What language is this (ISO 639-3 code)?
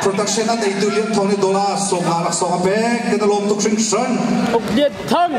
cnh